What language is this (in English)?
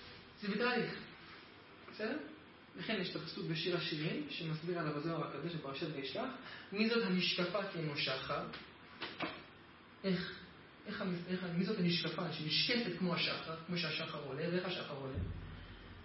Hebrew